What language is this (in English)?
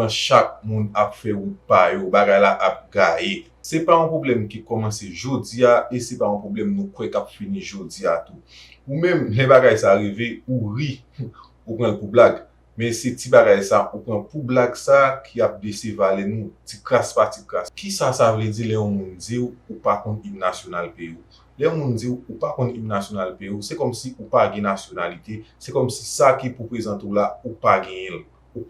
Haitian Creole